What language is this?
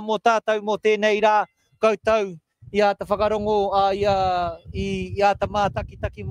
Māori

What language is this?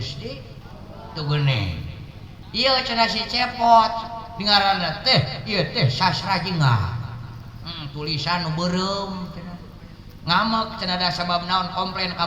Sundanese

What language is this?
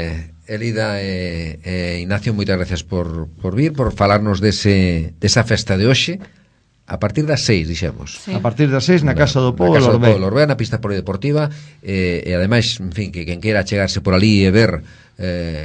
Galician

